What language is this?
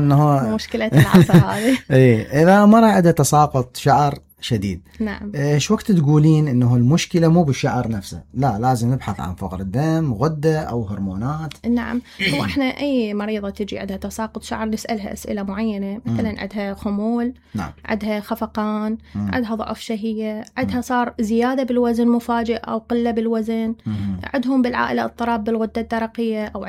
Mesopotamian Arabic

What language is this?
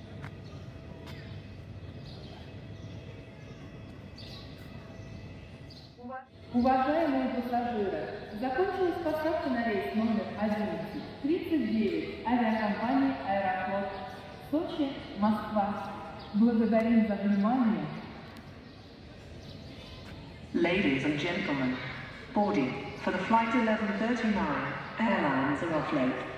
Russian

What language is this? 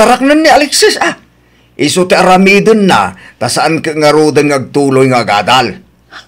Iloko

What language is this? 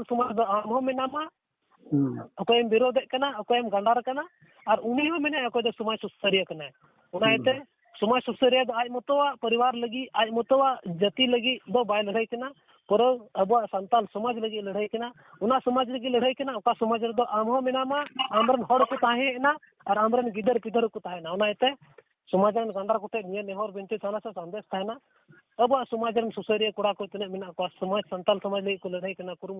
Santali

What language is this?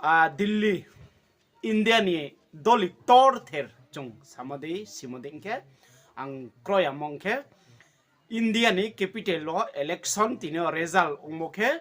Riang (India)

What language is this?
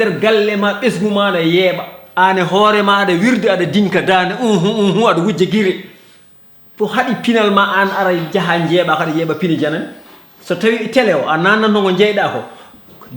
Fula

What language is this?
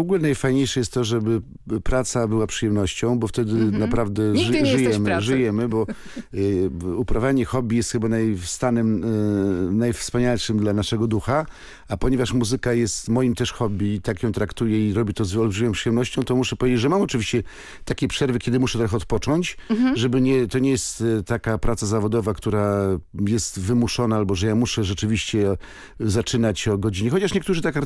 Polish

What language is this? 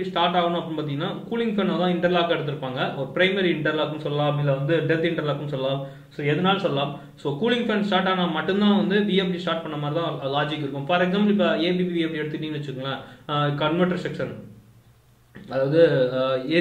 Tamil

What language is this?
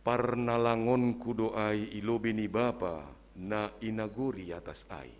Batak Simalungun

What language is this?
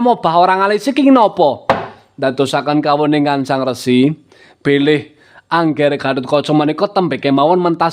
Javanese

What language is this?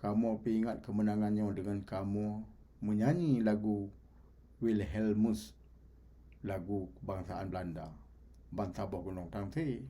Achinese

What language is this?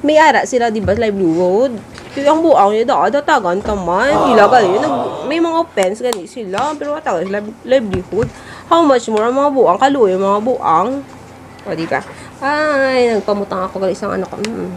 Waray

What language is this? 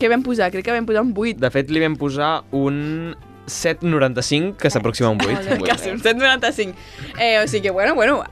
Catalan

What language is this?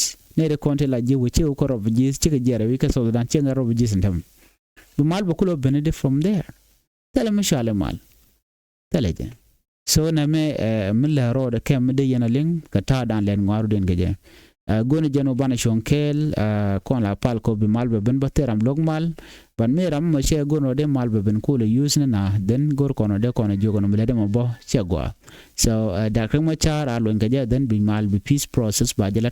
Nuer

